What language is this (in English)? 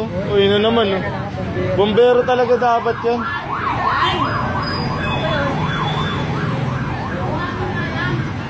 Filipino